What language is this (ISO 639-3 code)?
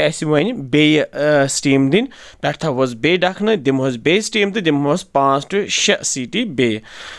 kas